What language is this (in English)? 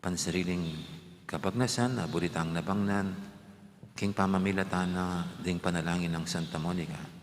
Pampanga